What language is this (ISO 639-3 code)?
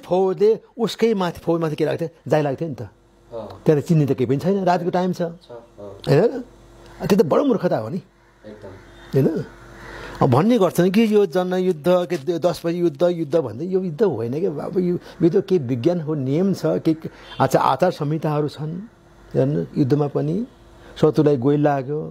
nep